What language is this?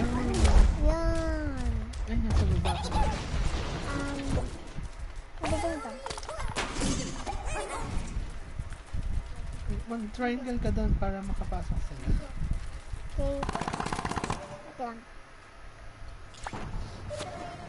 Filipino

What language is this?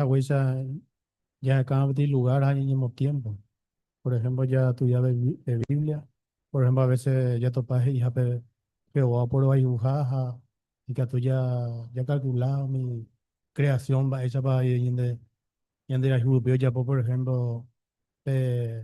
Guarani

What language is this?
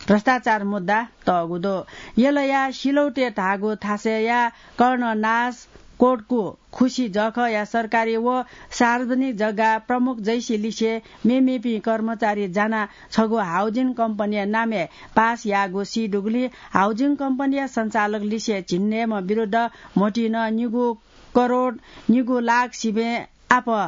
Newari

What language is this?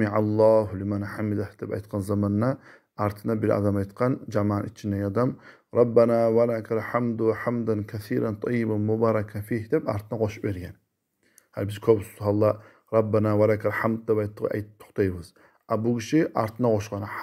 Kumyk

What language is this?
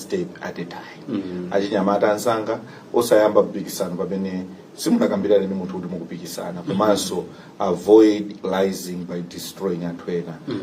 Nyanja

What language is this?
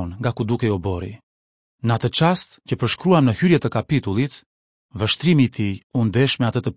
Albanian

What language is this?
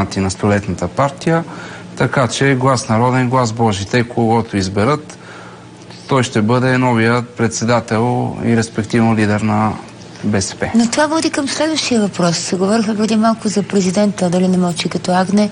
Bulgarian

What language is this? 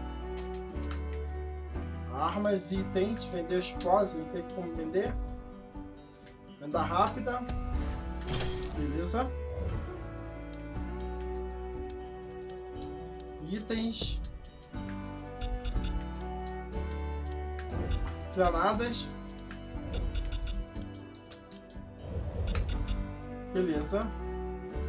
Portuguese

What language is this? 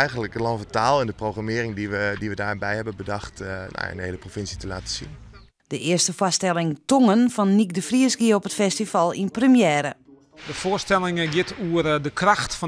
Western Frisian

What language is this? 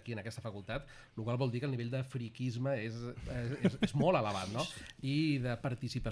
Catalan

